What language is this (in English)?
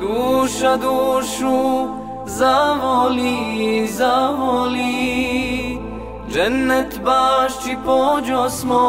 Bosnian